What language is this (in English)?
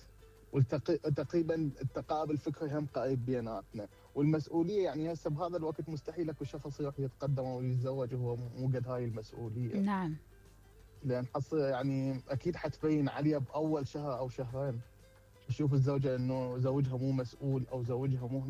Mesopotamian Arabic